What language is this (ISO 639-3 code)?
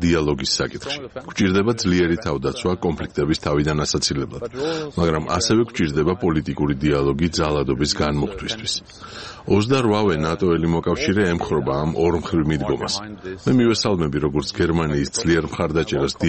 kat